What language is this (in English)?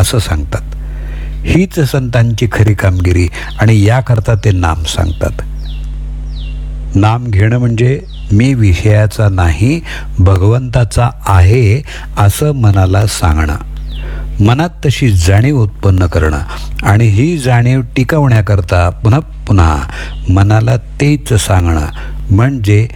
Marathi